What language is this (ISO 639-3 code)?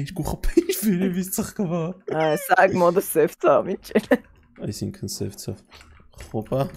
hye